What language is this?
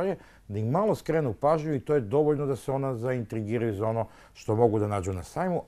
Serbian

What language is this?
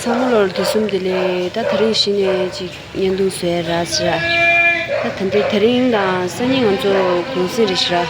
Tibetan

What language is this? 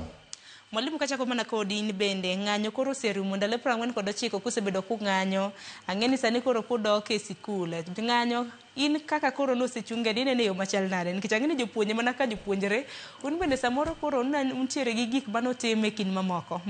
Luo (Kenya and Tanzania)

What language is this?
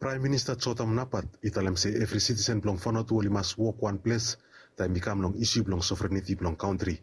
Bislama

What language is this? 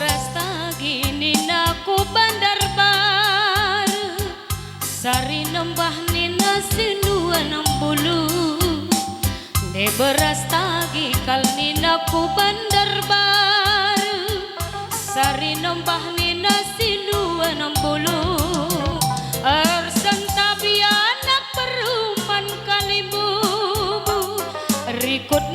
Batak Karo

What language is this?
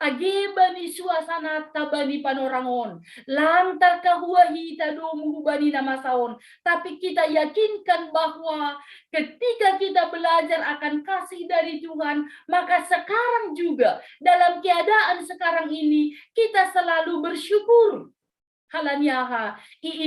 Batak Simalungun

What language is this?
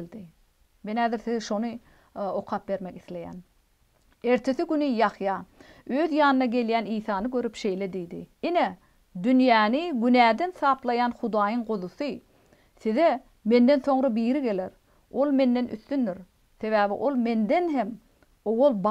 Turkmen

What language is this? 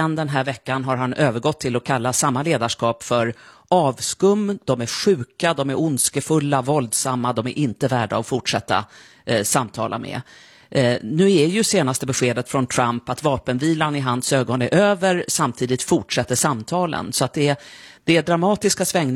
Swedish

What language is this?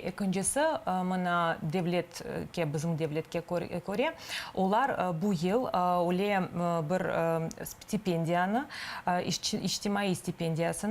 Crimean Tatar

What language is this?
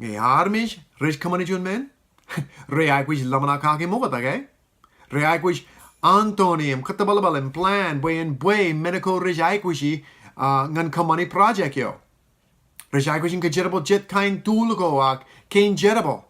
Marshallese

